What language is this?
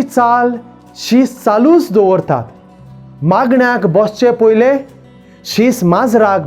Konkani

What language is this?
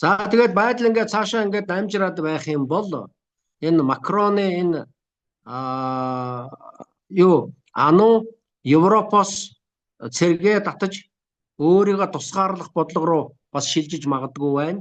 Mongolian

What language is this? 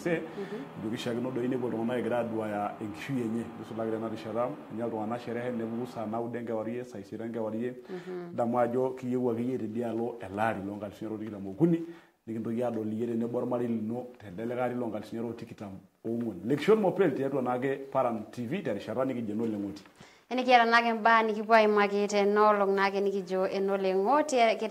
Masai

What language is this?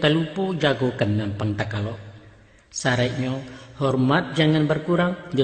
Minangkabau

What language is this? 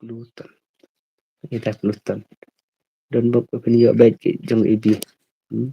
Khasi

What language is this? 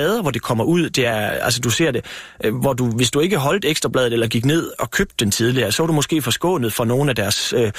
Danish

